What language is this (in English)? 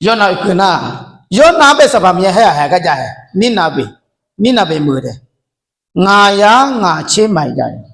Akha